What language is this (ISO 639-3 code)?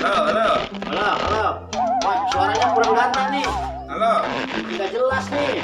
bew